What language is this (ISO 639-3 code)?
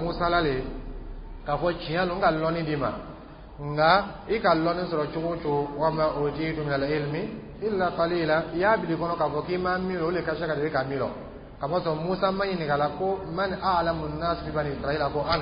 dyu